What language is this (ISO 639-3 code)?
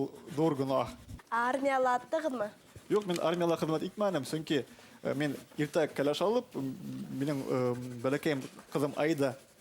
bak